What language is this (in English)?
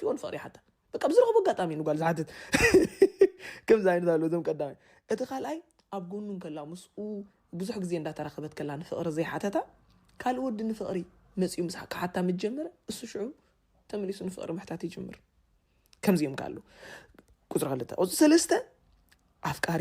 Tigrinya